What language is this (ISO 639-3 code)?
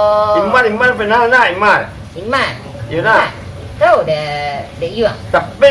min